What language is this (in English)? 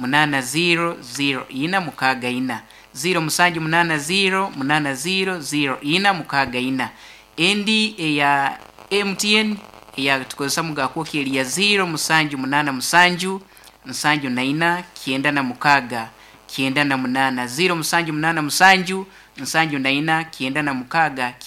Nyoro